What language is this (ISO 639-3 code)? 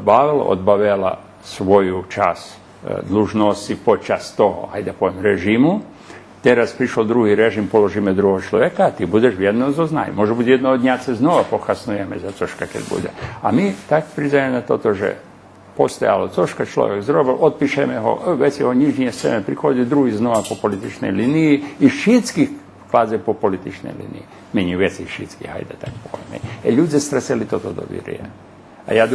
rue